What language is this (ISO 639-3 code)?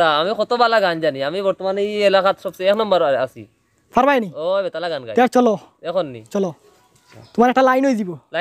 syl